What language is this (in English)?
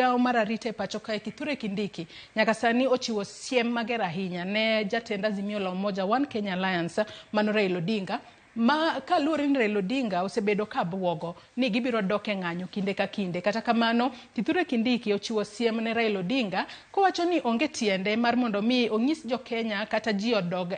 Luo (Kenya and Tanzania)